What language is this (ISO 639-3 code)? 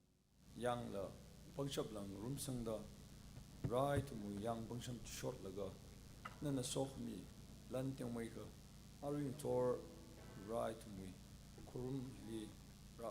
nmf